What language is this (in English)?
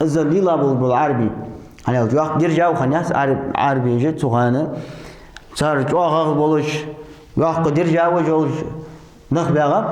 Ingush